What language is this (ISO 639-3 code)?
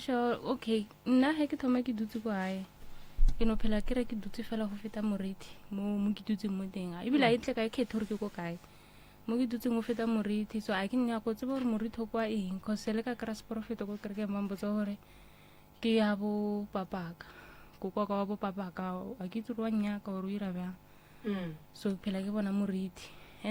nso